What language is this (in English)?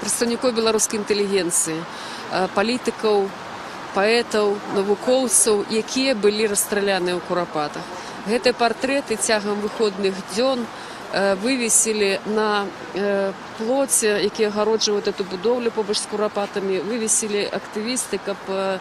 Belarusian